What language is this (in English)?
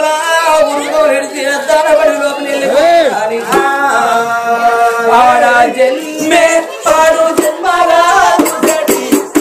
Telugu